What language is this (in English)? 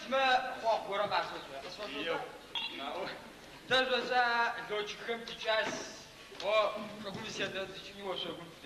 Adyghe